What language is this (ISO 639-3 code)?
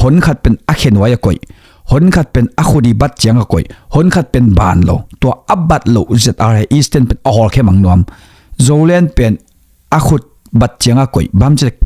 ctd